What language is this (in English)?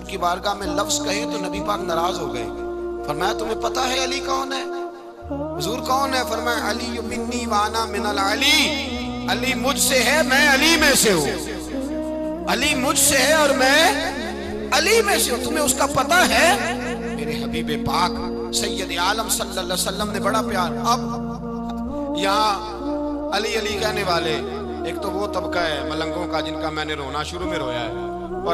Urdu